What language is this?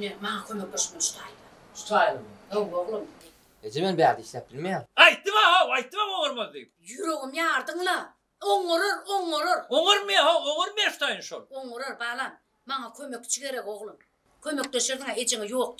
Turkmen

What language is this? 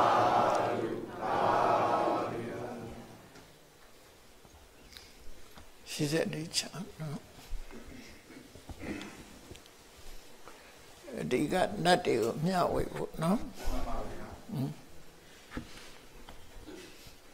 Burmese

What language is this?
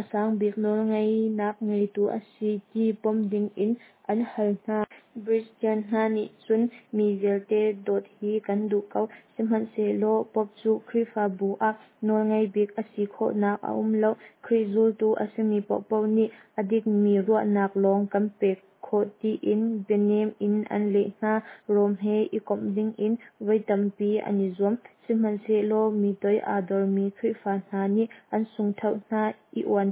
Hakha Chin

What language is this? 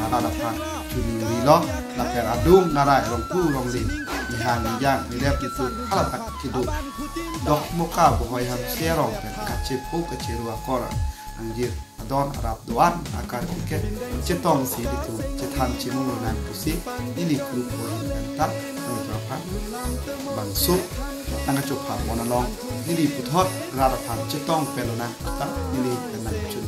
Karbi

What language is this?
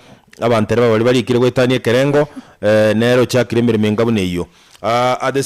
Gusii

